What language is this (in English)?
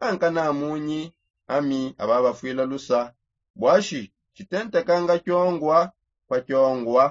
Songe